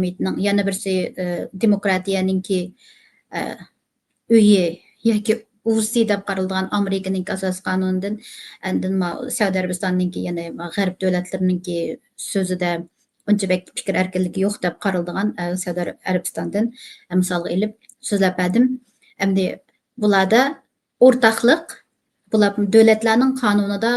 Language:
Uyghur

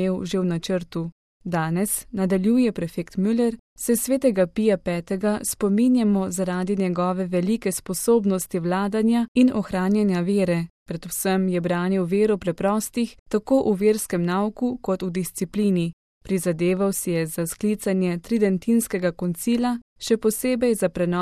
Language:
Slovenian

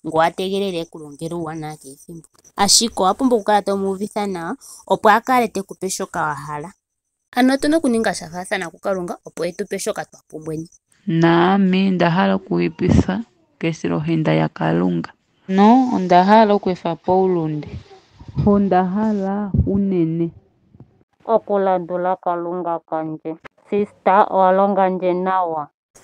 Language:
Ndonga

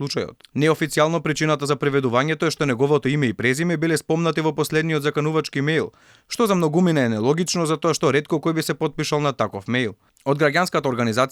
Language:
Macedonian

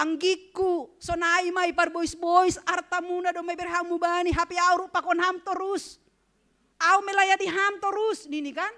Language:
Batak Simalungun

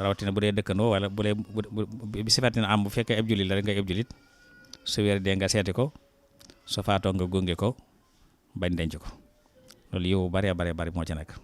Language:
Wolof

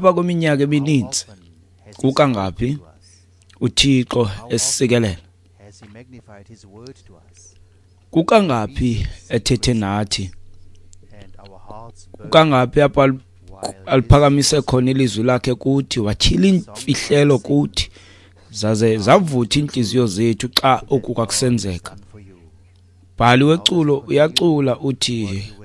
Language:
Xhosa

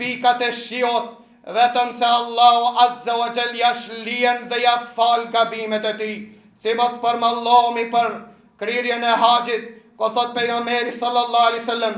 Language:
Albanian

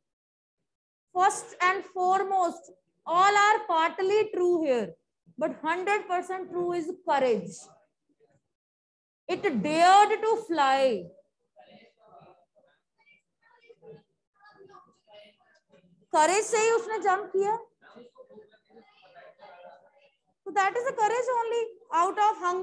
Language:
English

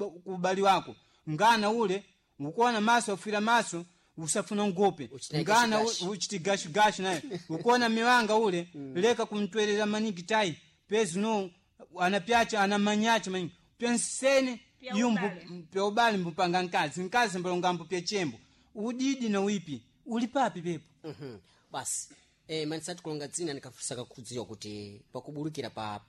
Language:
Sena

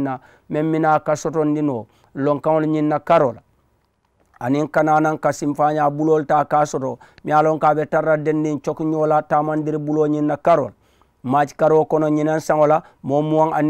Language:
Mandingo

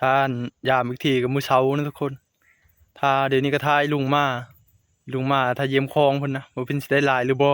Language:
Northeastern Thai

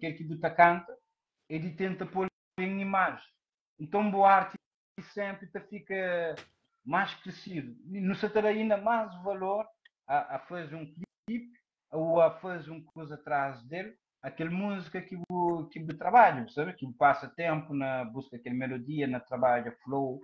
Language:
Kabuverdianu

